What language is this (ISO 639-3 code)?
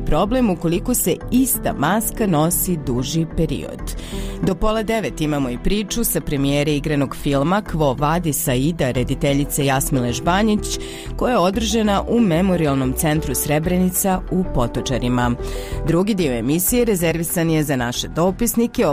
bos